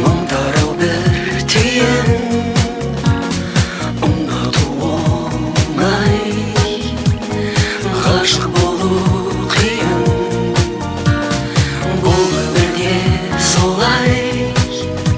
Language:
Kazakh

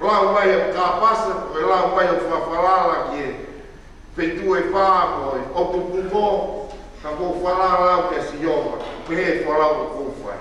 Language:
Tongan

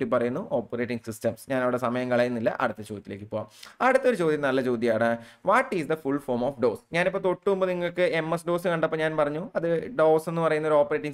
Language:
Malayalam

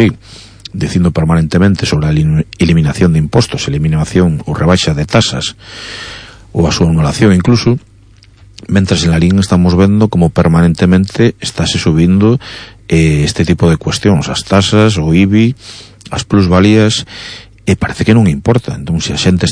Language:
Galician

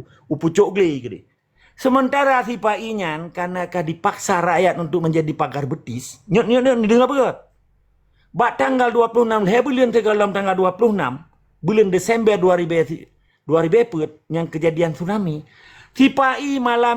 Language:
Achinese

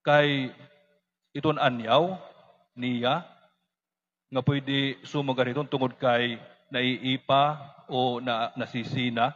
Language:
Waray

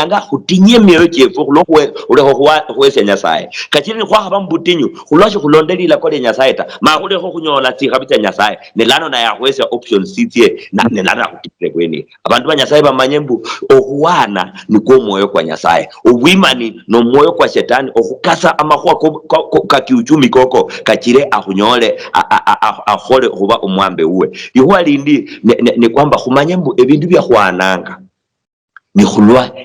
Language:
Luyia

